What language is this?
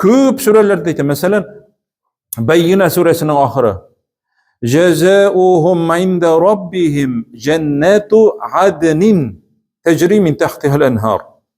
Tatar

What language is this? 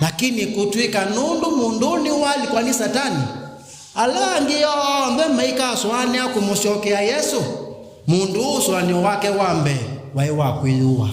Kamba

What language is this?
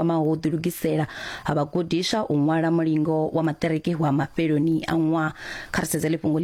Venda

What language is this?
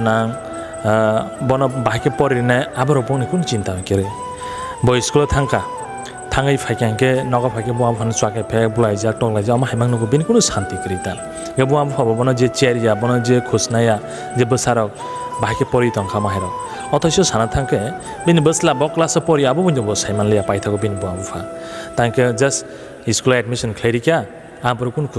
Kok Borok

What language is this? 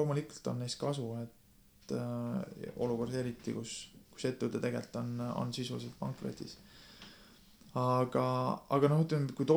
Estonian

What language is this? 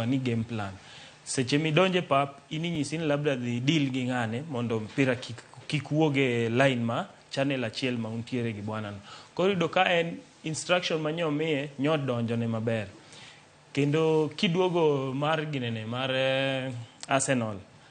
Luo (Kenya and Tanzania)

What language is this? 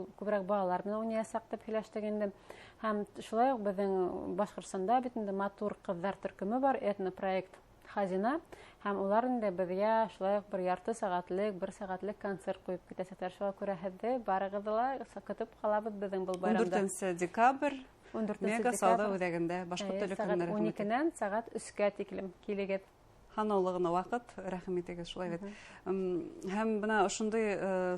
Bashkir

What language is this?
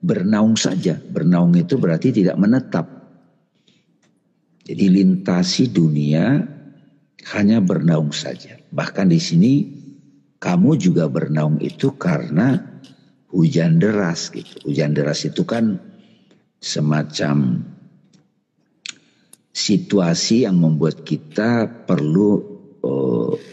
Indonesian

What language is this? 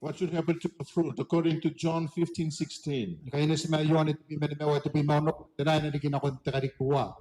Gilbertese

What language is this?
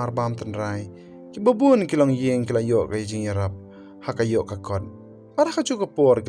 Khasi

